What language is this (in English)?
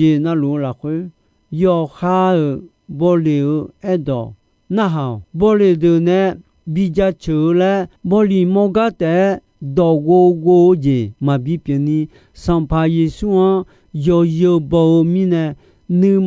Akha